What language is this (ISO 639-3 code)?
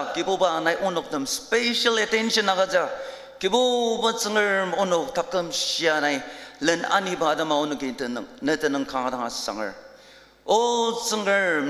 njo